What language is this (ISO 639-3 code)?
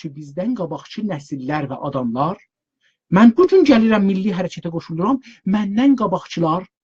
azb